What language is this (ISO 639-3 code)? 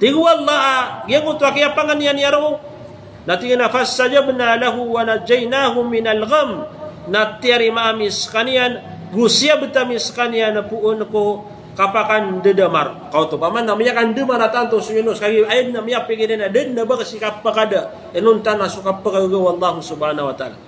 mrw